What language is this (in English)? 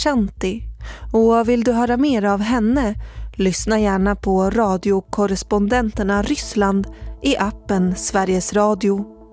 Swedish